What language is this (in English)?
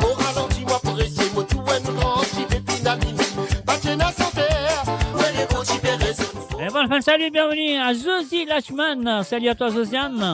Morisyen